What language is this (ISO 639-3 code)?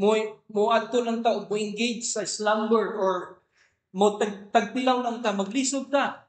ceb